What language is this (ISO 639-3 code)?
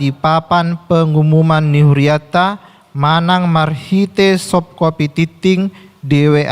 bbc